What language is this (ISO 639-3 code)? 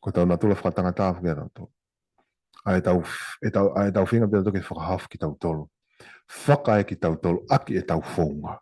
ton